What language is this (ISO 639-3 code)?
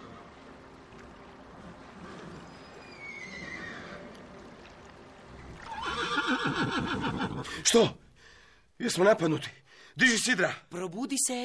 hrv